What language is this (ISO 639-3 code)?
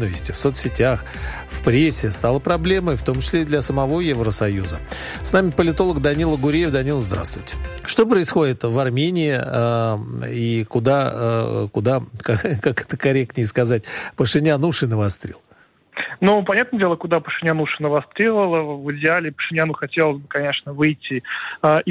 rus